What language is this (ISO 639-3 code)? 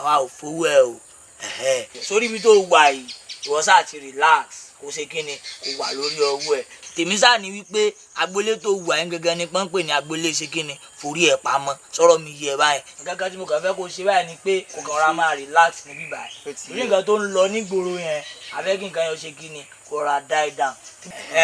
yor